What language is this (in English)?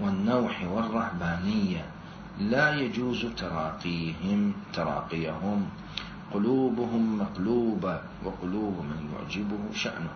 Mesopotamian Arabic